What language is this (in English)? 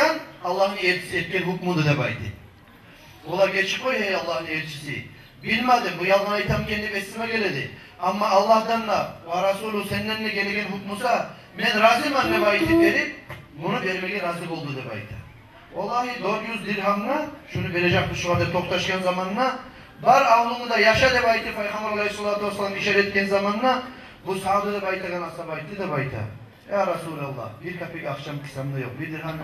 Kumyk